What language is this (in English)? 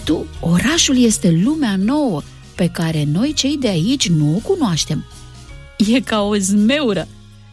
Romanian